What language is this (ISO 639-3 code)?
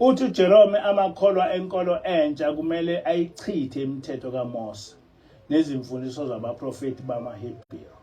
zul